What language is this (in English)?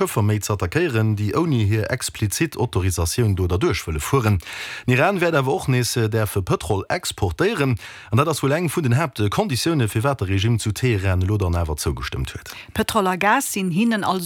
Luxembourgish